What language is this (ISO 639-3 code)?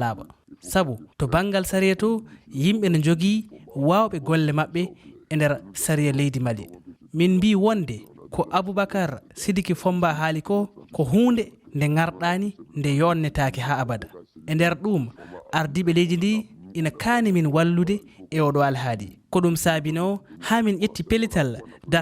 ful